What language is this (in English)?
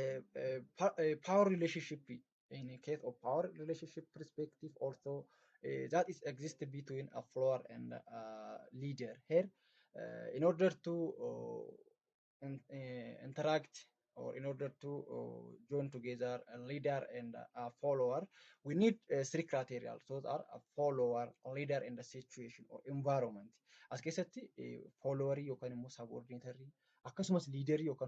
Oromo